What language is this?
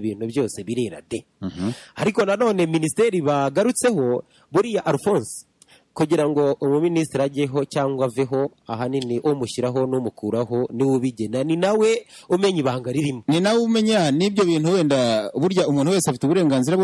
Kinyarwanda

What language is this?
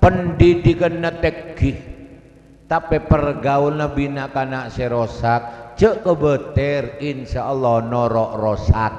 Madurese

